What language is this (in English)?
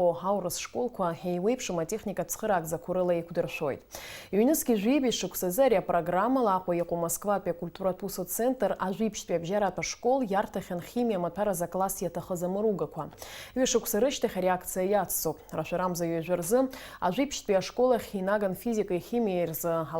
Abkhazian